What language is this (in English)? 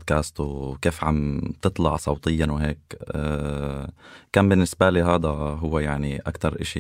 North Levantine Arabic